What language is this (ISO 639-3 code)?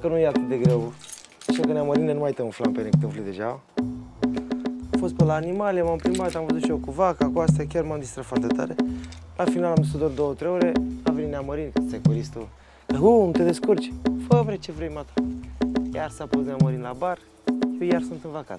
ron